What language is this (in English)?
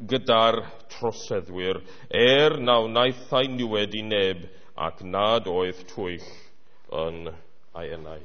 Welsh